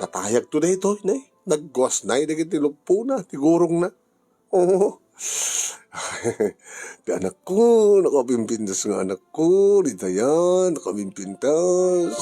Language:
Iloko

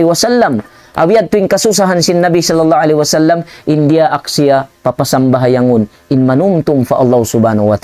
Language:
Tausug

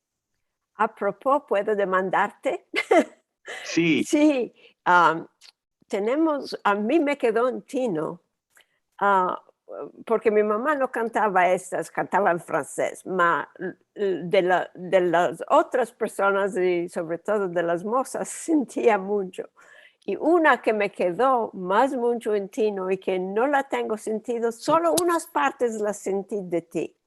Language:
Ladino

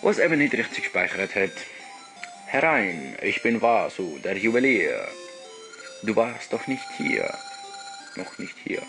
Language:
Swiss German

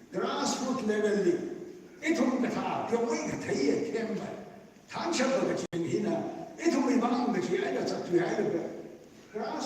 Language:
Tangkhul Naga (India)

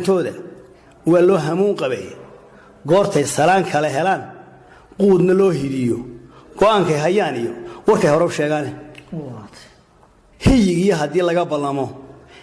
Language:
Somali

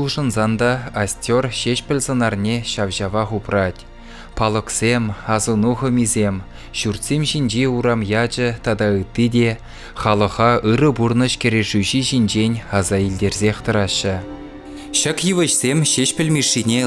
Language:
Chuvash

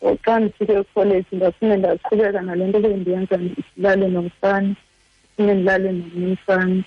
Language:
Xhosa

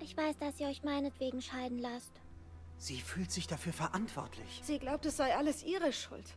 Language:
Swiss German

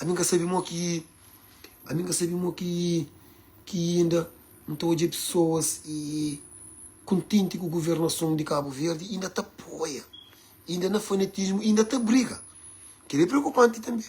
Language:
Kabuverdianu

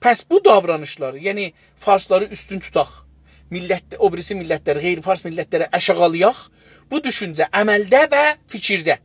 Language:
South Azerbaijani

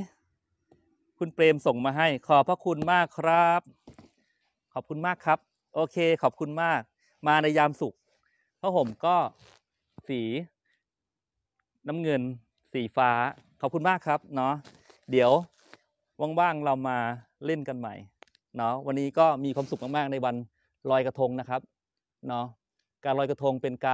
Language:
Thai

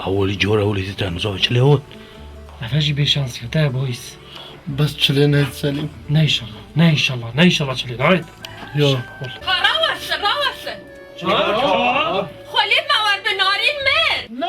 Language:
Kurdish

